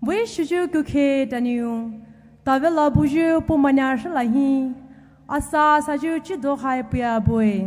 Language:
Poumei Naga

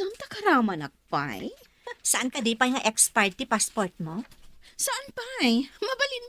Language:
Iloko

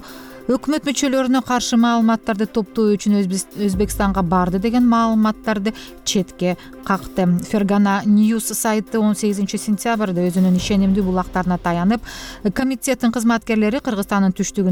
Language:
Kyrgyz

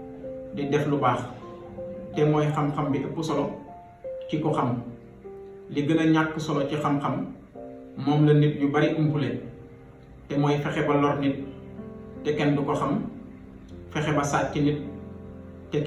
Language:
Wolof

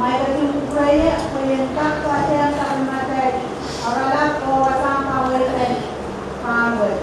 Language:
Pohnpeian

